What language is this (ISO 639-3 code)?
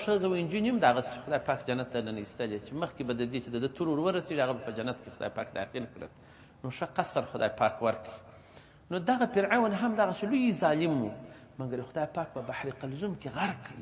pus